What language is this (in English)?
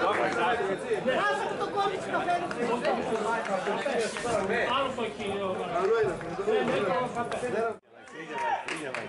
Greek